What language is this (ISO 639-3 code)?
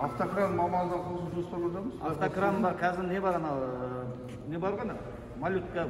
kaz